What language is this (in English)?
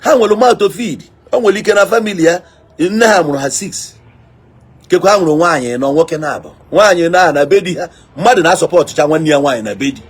Igbo